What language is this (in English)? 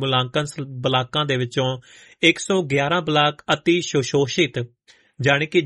Punjabi